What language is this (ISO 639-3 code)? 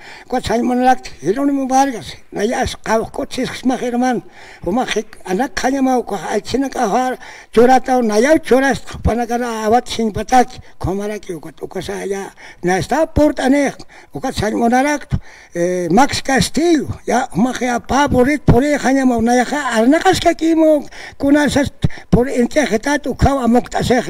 aym